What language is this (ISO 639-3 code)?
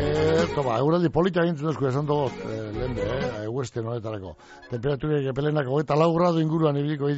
eus